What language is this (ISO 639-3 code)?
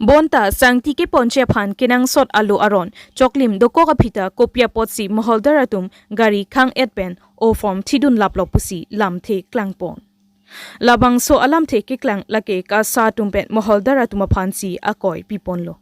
mjw